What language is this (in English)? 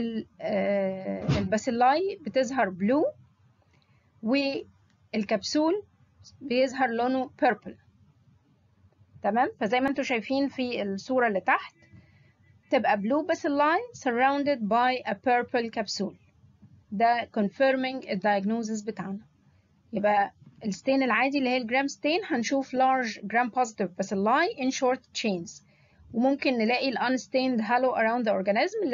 Egyptian Arabic